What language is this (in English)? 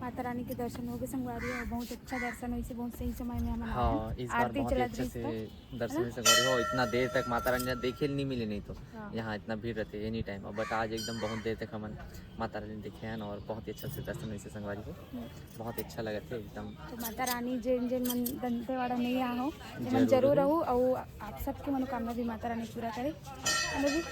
Chhattisgarhi